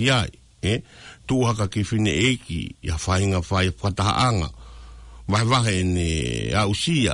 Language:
Tongan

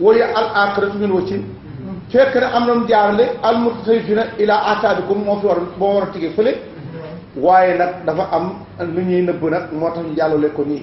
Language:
Wolof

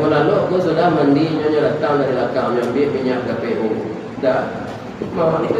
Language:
Minangkabau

